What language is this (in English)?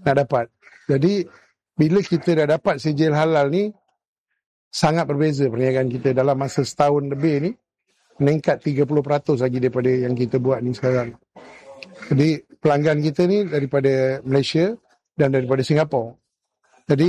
Malay